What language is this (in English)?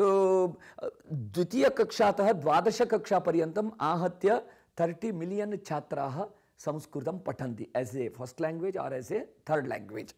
Sanskrit